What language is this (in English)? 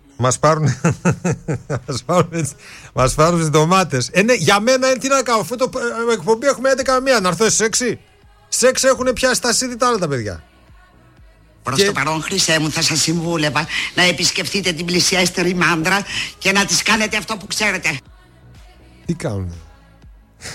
Greek